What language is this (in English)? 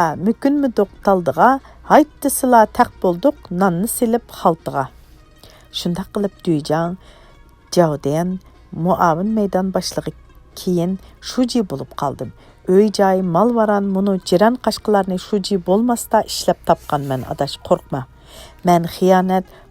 Uyghur